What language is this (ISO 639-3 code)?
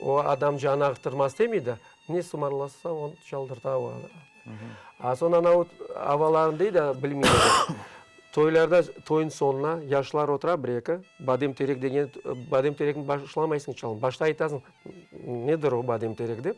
crh